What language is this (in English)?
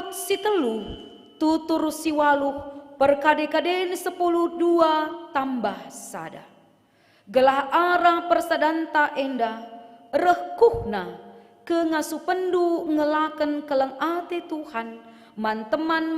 Batak Karo